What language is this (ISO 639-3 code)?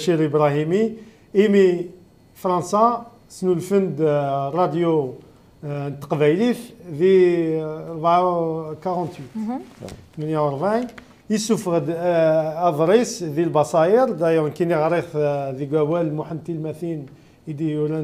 kab